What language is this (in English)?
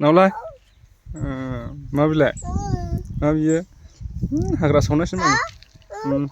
Bodo